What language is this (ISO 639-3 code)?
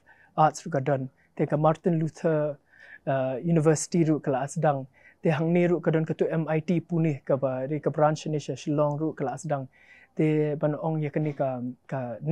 kha